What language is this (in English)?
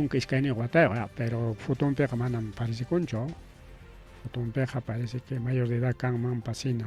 Ayacucho Quechua